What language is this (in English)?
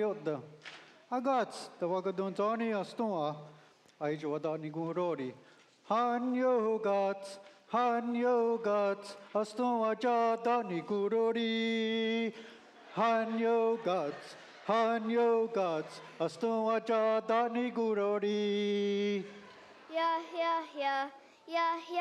Mohawk